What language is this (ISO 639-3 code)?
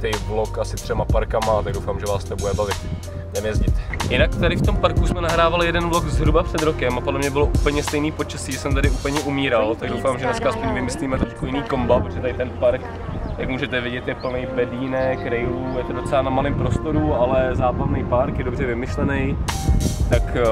ces